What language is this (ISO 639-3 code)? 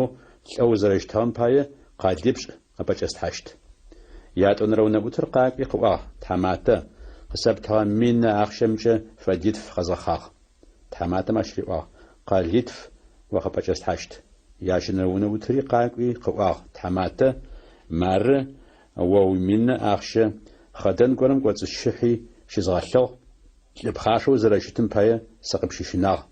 ady